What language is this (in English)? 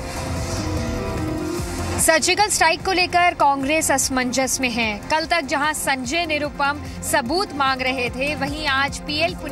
Hindi